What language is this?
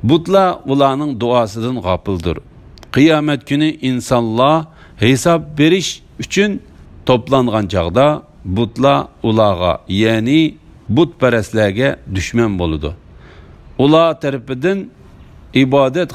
Uyghur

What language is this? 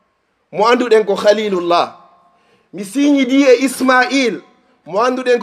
Fula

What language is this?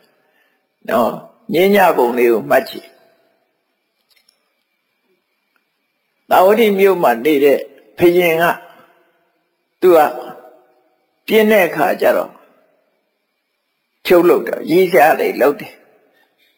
Burmese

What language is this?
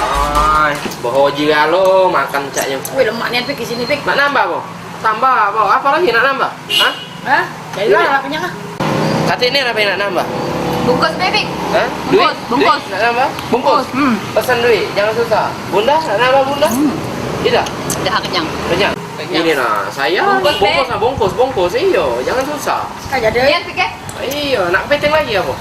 Musi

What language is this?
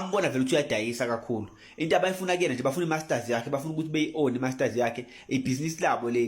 Zulu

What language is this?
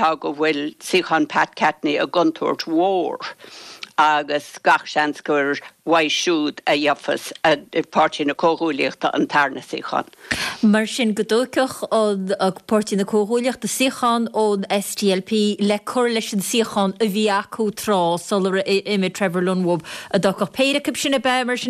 Irish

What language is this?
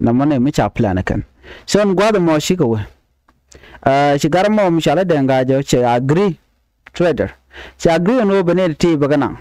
Nuer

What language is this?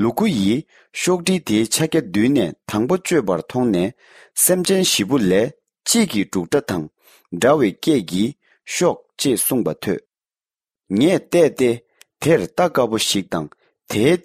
Tibetan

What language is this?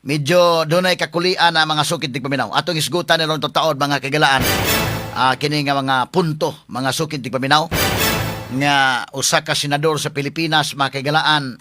Cebuano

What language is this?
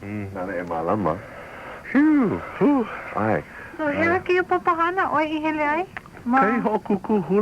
Hawaiian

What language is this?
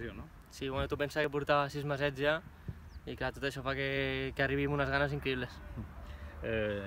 Catalan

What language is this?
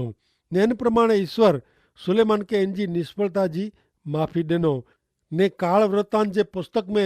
Kachhi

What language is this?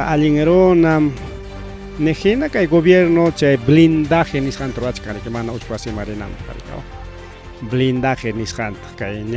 Ayacucho Quechua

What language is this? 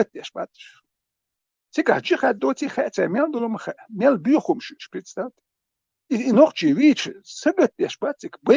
Chechen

